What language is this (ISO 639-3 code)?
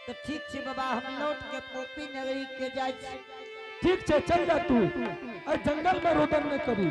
anp